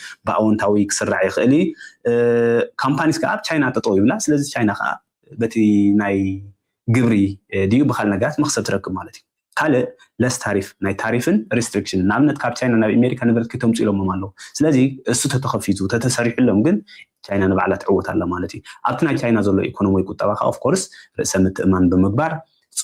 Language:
Tigrinya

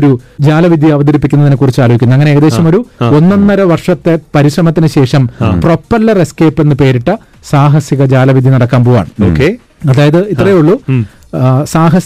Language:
Malayalam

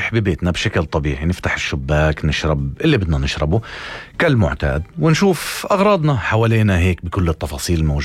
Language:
North Levantine Arabic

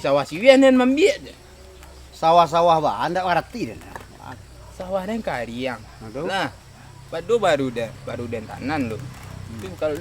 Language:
Minangkabau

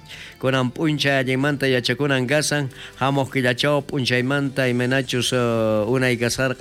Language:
South Bolivian Quechua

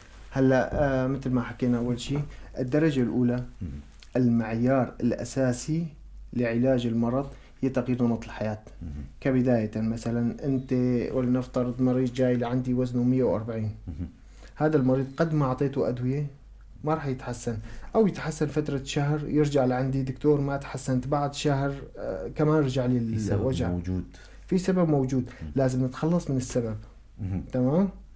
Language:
North Levantine Arabic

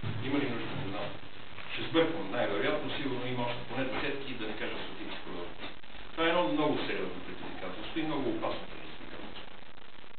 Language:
Bulgarian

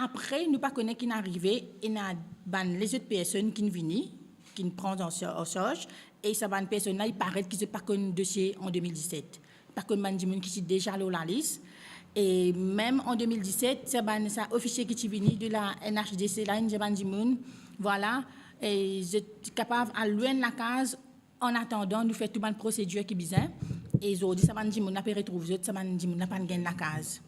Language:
Morisyen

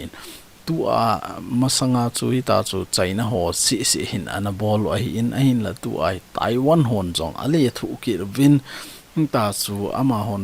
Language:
Thado Chin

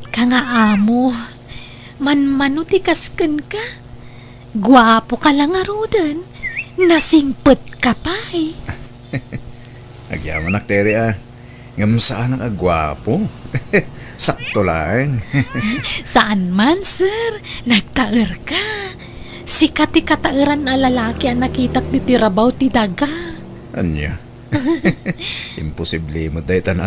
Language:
Iloko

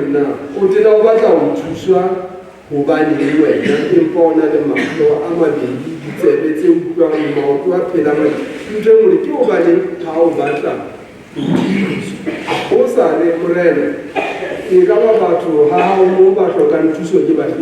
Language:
Southern Sotho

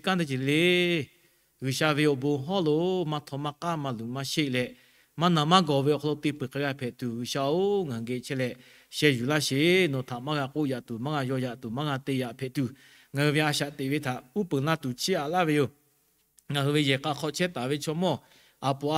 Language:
Lahu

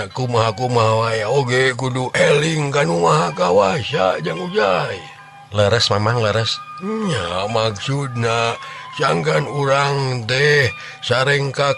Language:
Sundanese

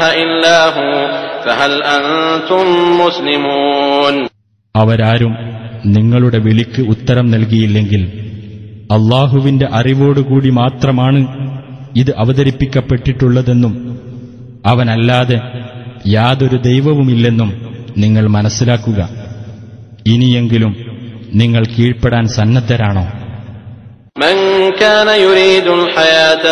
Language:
Malayalam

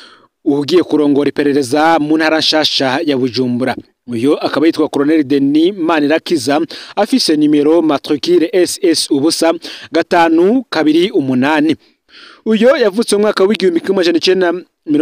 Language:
Rundi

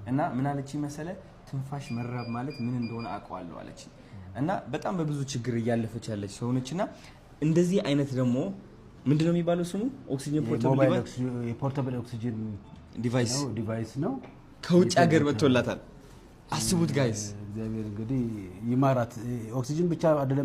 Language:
Amharic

